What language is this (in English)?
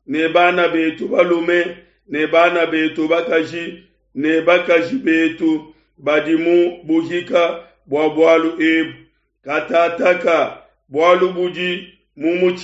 Luba-Lulua